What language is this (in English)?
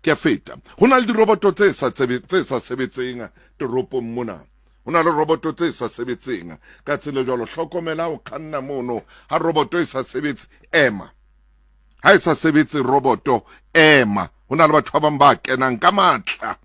Southern Sotho